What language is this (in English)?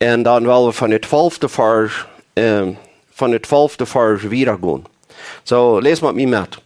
Plautdietsch